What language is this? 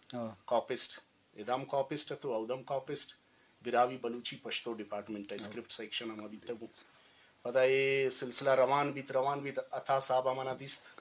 Eastern Balochi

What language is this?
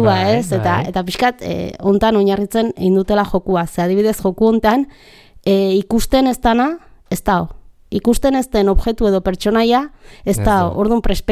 Basque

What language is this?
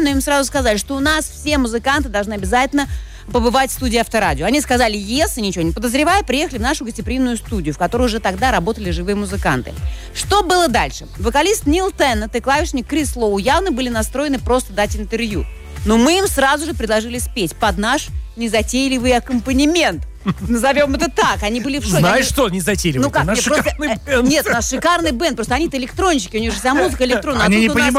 Russian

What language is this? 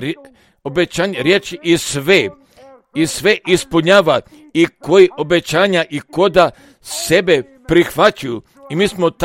Croatian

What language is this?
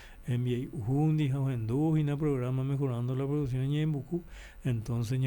Guarani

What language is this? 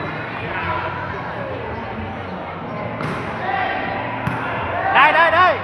Lao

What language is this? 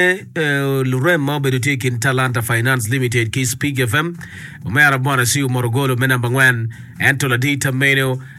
Acoli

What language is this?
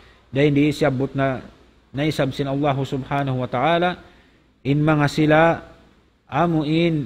Tausug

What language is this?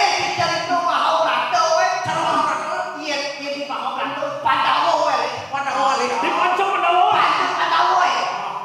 Balinese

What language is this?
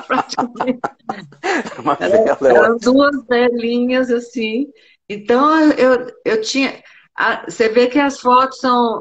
Portuguese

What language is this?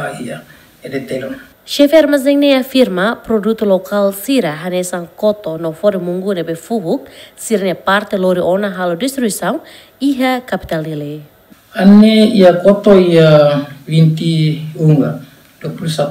Tetum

